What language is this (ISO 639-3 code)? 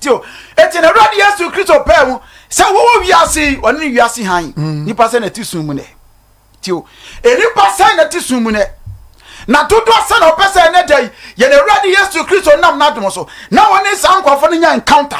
aka